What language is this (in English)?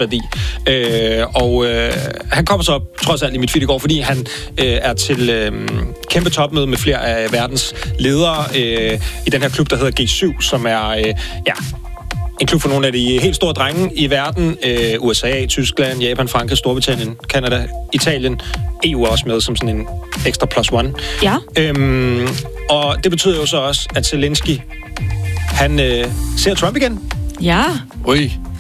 Danish